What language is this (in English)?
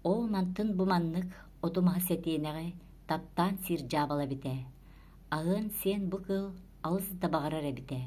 Yakut